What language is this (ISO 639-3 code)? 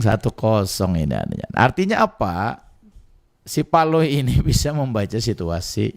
bjn